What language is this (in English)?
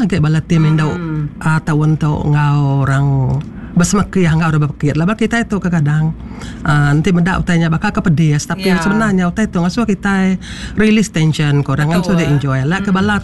Iban